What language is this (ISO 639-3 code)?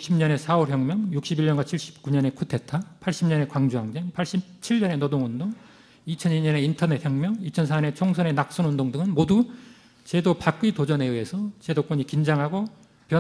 kor